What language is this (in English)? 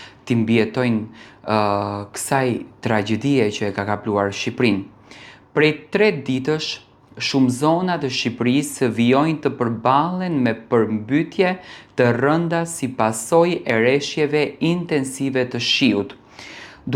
Albanian